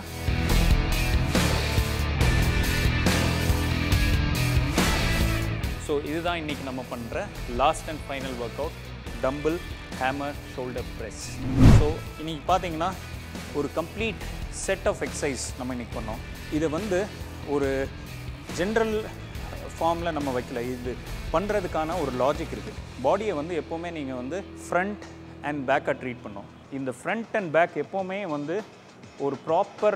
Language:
Tamil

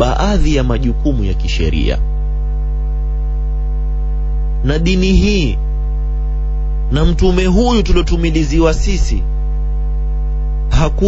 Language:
Swahili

